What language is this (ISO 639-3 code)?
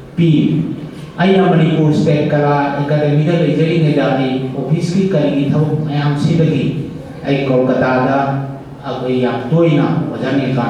mni